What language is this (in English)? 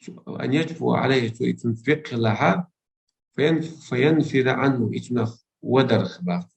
Chechen